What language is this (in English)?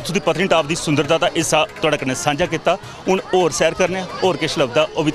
Dogri